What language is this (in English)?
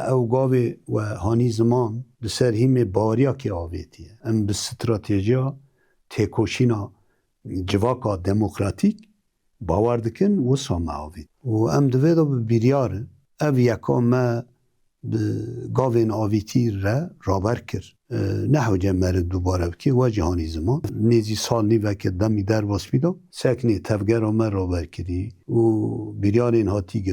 Kurdish